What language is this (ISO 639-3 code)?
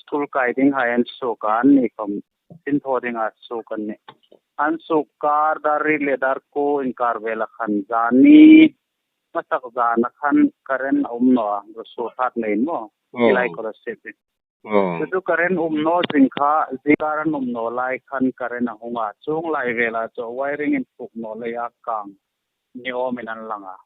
hmr